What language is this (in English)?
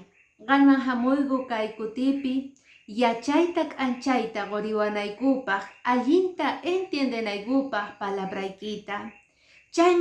Quechua